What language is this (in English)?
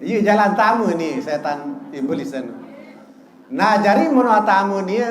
Sasak